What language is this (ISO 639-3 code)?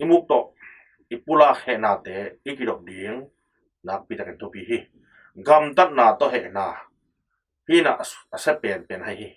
ctd